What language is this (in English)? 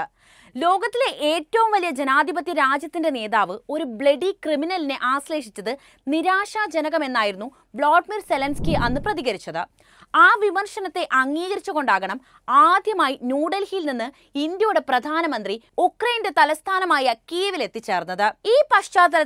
Malayalam